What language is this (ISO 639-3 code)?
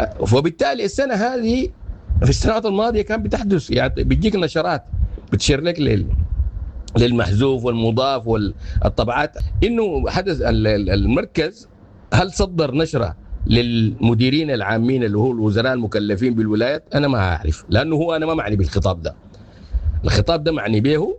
apd